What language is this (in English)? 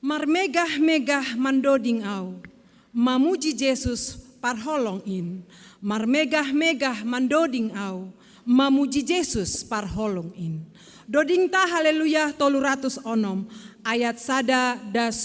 Batak Simalungun